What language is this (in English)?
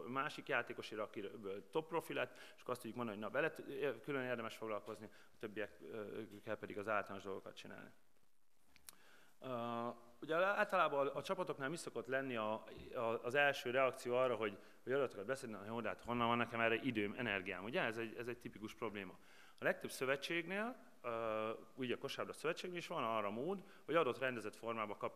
Hungarian